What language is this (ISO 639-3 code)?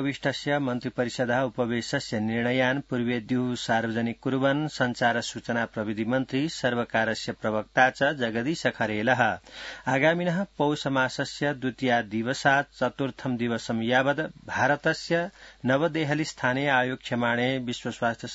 san